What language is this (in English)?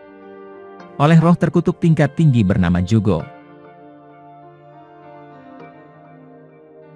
Indonesian